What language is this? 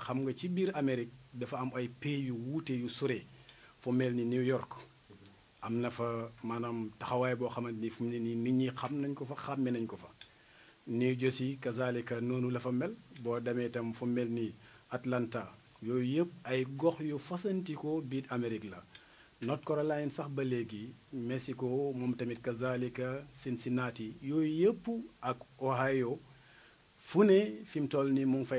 Wolof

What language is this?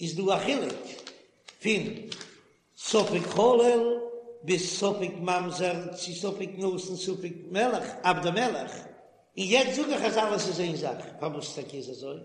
Yiddish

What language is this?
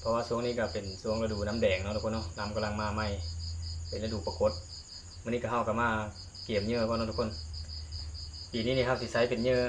Lao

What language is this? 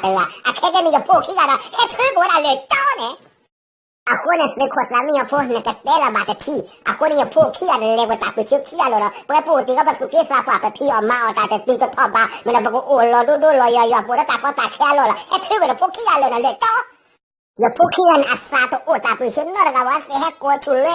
S'gaw Karen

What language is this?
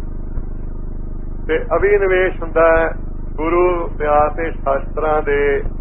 Punjabi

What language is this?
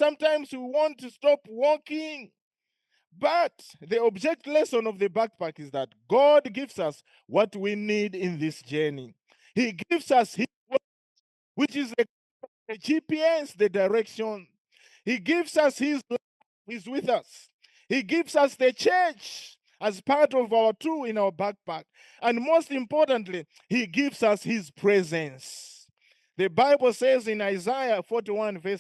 English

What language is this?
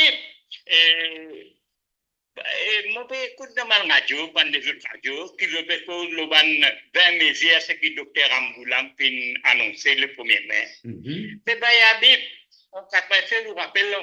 Morisyen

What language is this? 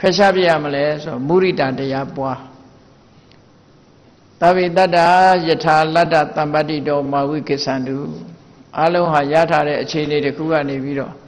Burmese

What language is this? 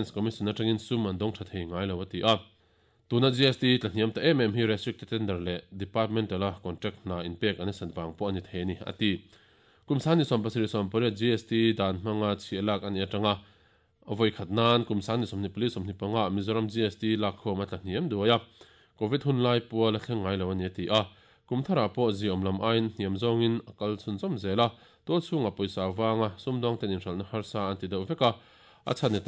Mizo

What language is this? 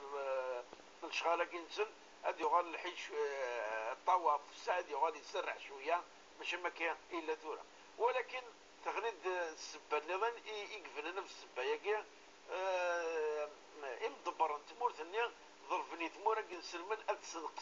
Kabyle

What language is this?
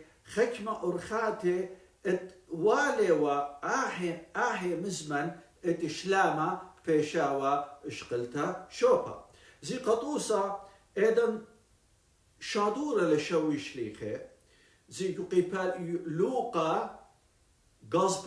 Assyrian Neo-Aramaic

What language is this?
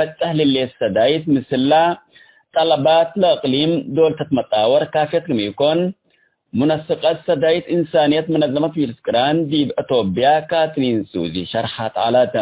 Tigre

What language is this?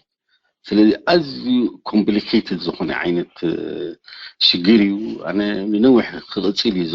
Tigrinya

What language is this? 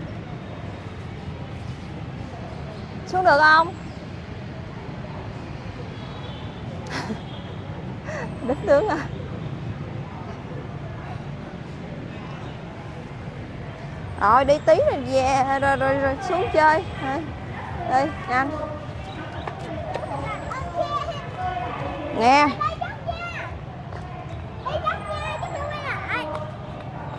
Vietnamese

